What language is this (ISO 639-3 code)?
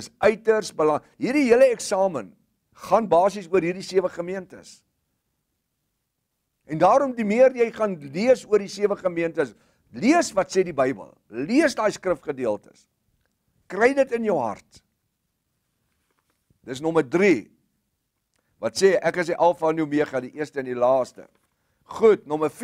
afr